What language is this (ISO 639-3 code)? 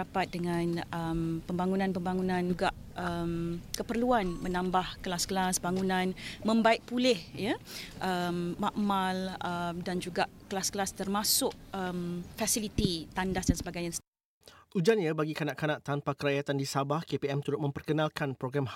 msa